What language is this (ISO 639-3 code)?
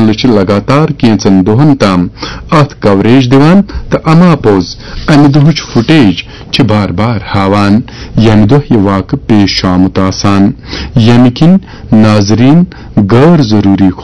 kas